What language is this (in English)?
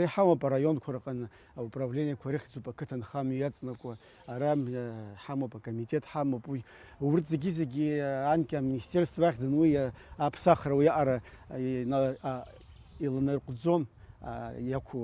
Abkhazian